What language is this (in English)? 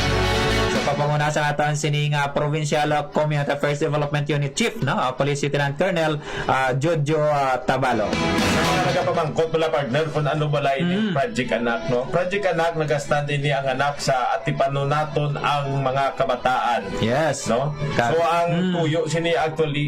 Hiligaynon